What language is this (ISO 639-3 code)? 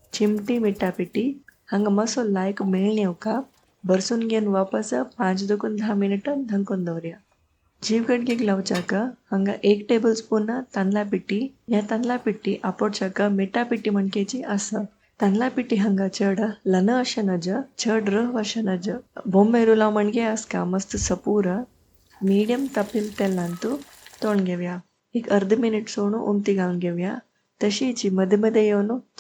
kok